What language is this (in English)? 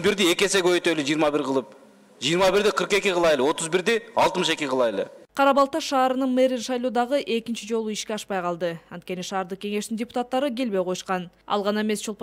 Kyrgyz